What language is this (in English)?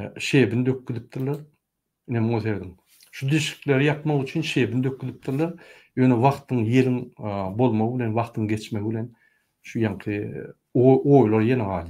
Turkmen